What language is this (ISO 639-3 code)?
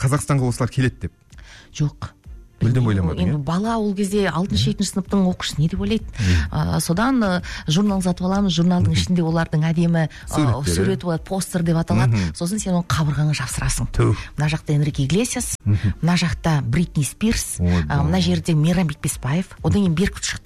kaz